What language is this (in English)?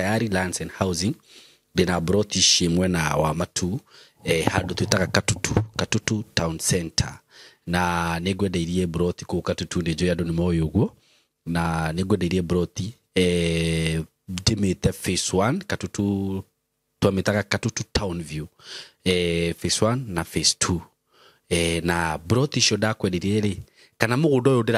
Kikuyu